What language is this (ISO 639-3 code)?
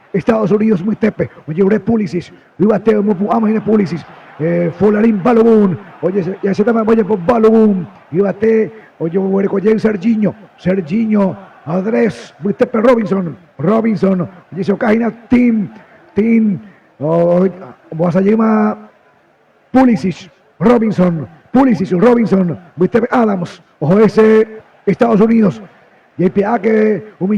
grn